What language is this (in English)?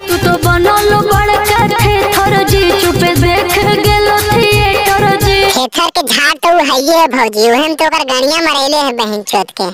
Magahi